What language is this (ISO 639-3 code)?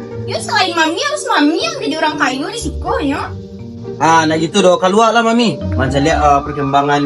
min